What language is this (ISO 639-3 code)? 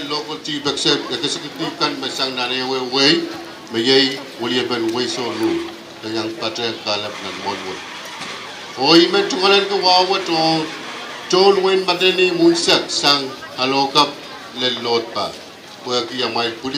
pon